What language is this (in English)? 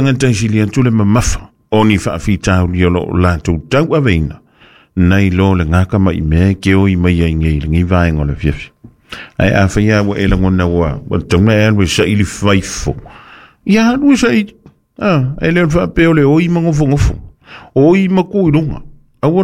Samoan